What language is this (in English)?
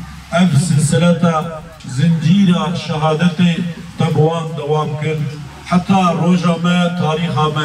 Kurdish